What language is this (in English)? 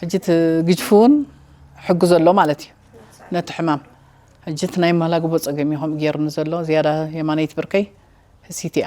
Tigrinya